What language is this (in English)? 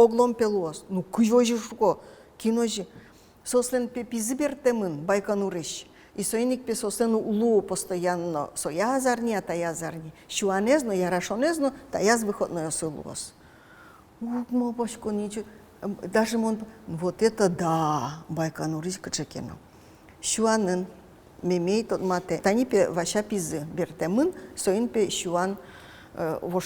Udmurt